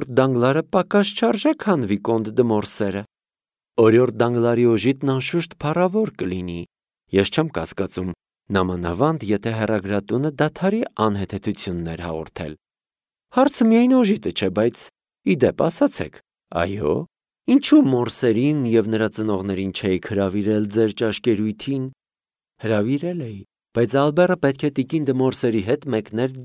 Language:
Armenian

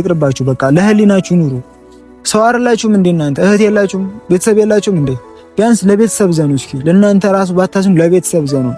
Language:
Amharic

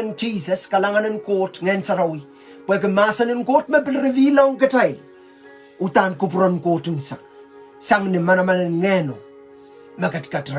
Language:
Pohnpeian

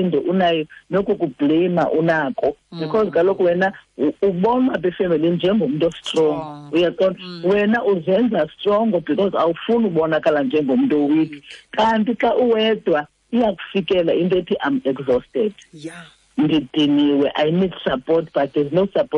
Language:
Xhosa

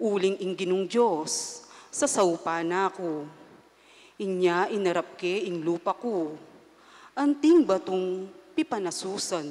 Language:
Pampanga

